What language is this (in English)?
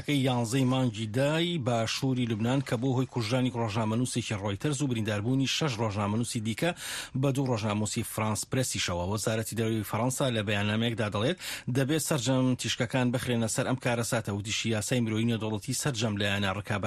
Central Kurdish